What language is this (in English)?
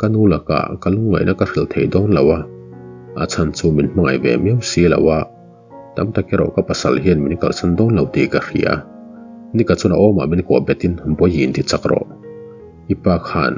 Mizo